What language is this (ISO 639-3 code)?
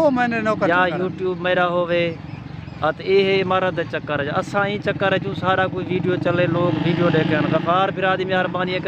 skr